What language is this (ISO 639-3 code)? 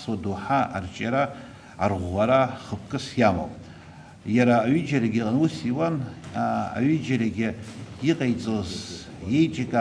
abk